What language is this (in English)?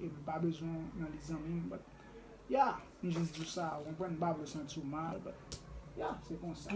Haitian Creole